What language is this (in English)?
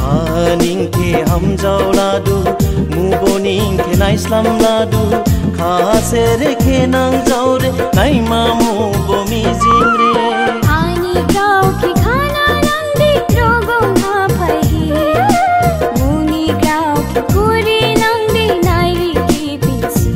Dimasa